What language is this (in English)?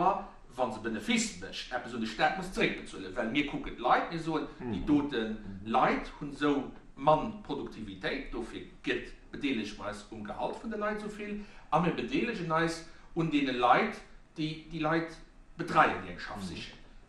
Luxembourgish